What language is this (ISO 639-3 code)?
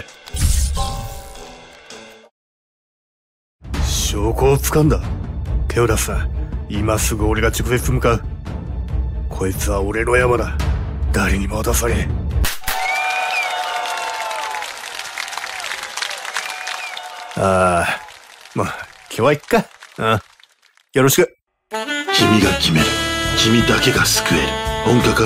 jpn